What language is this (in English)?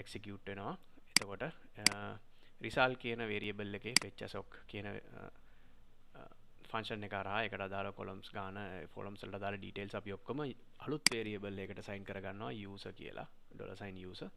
Sinhala